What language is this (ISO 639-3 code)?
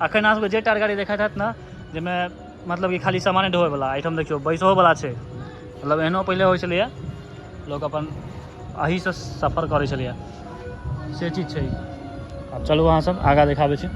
mai